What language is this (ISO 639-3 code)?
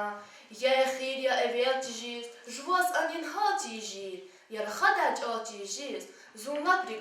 lez